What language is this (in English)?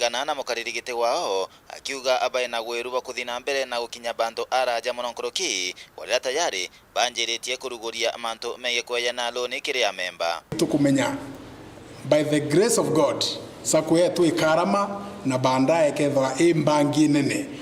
Meru